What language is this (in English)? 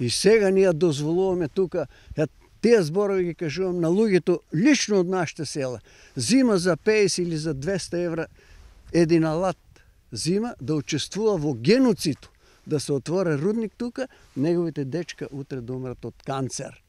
Macedonian